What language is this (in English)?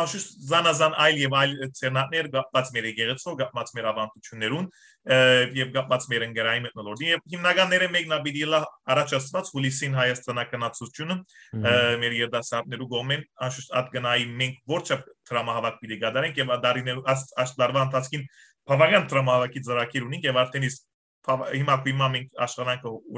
Western Armenian